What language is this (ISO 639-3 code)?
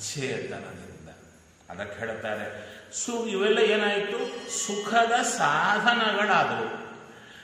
kan